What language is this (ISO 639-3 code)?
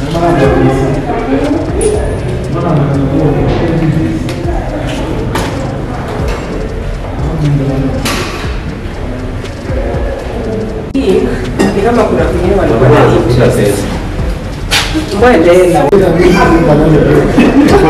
swa